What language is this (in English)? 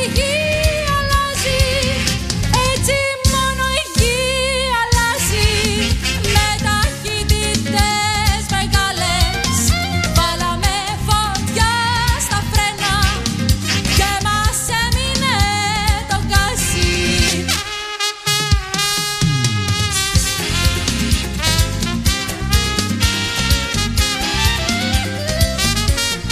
Greek